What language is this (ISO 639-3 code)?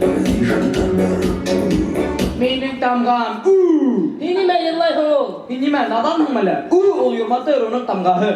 bak